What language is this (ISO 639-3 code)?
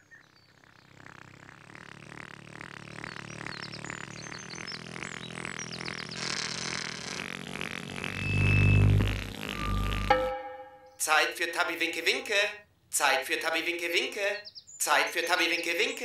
deu